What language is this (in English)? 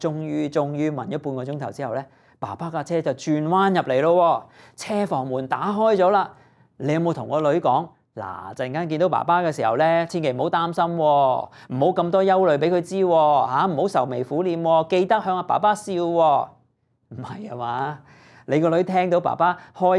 Cantonese